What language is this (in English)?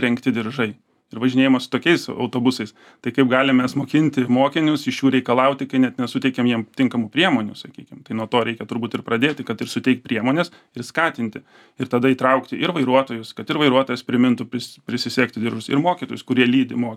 Lithuanian